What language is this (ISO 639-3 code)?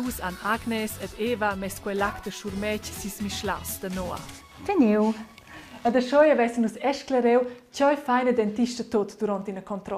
roh